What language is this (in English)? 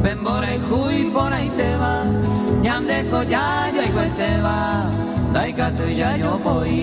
Guarani